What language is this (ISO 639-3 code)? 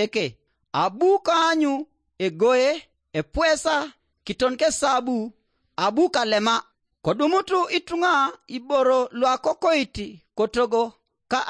teo